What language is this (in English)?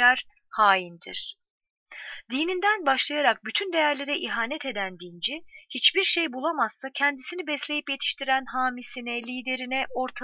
Turkish